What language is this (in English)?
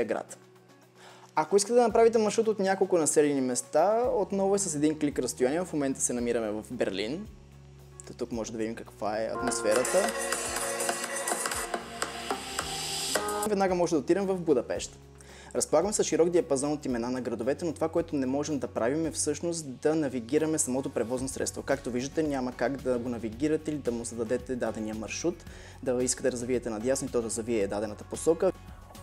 Bulgarian